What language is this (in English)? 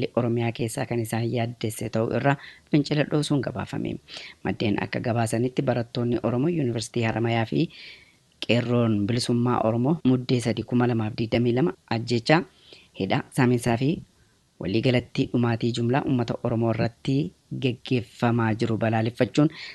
Oromo